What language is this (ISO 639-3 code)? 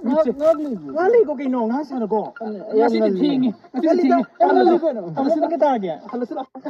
mni